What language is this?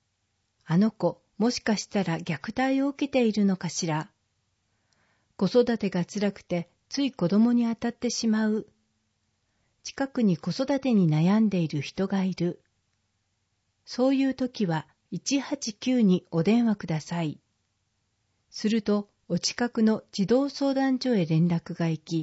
Japanese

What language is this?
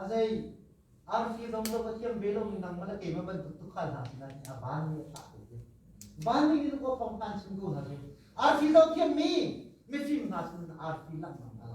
Hakha Chin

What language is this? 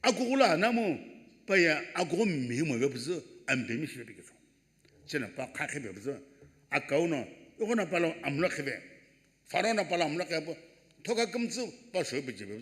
Sumi Naga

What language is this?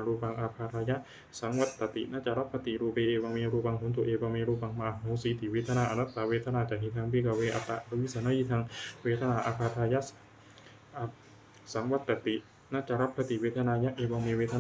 Pali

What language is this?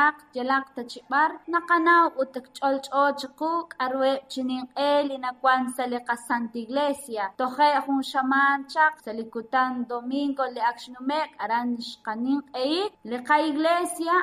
Kekchí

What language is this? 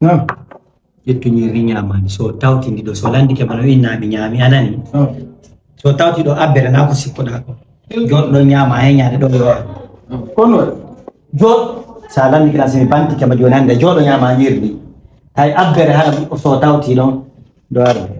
Fula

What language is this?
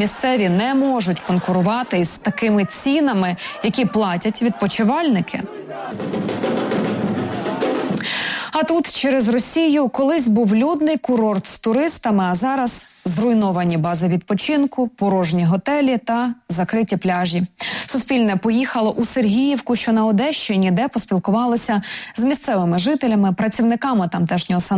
Ukrainian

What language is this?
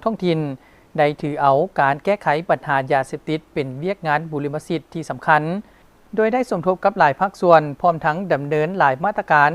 Lao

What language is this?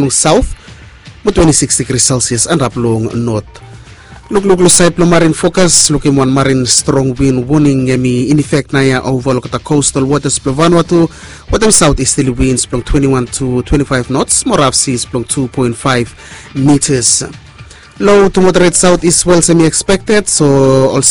Bislama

